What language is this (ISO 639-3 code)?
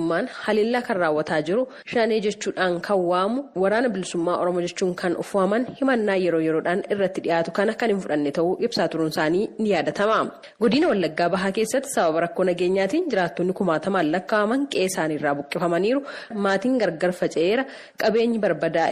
orm